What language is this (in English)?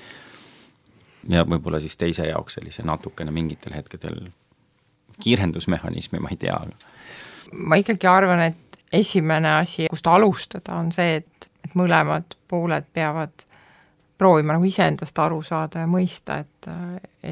Estonian